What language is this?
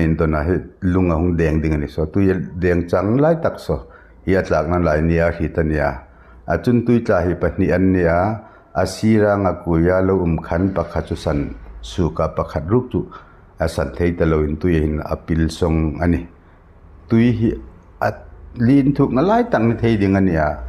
Hmar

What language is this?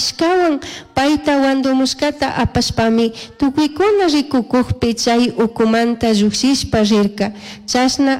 Chimborazo Highland Quichua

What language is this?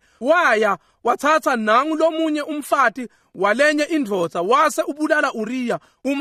Swati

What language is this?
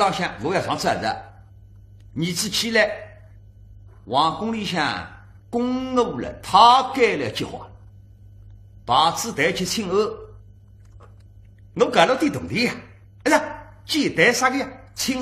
Wu Chinese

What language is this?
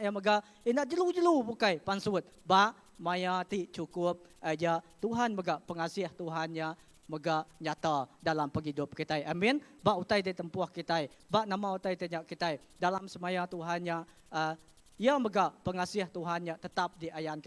Iban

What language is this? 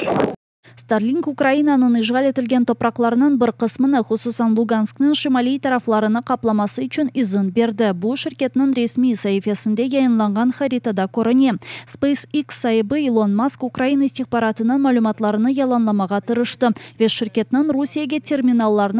Crimean Tatar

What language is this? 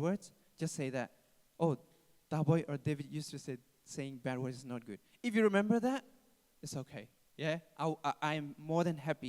Hakha Chin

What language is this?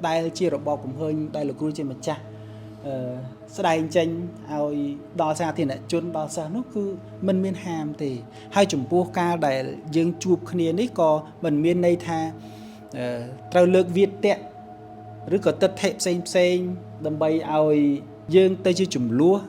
Khmer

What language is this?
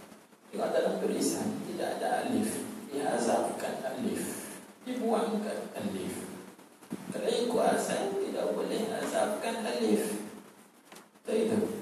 Malay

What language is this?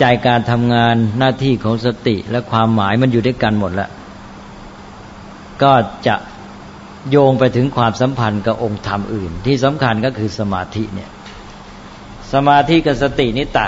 Thai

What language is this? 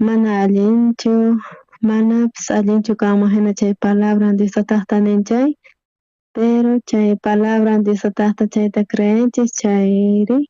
South Bolivian Quechua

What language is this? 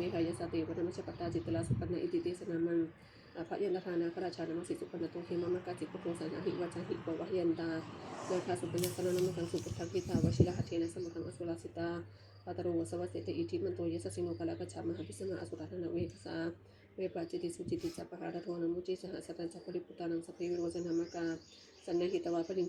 Pali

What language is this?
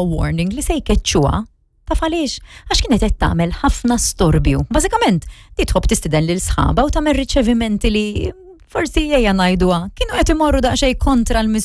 Maltese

